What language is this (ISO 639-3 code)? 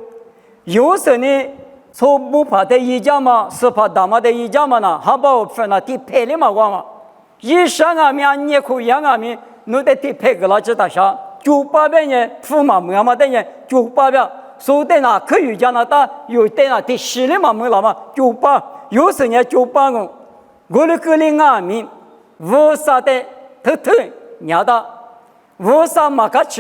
lis